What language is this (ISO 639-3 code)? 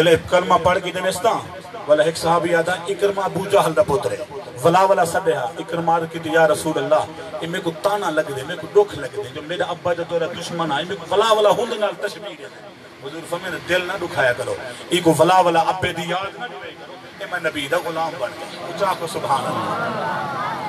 skr